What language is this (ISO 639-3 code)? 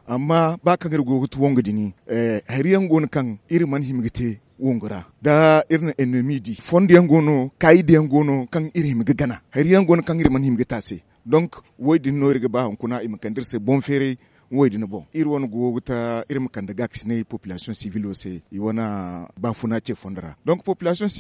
dje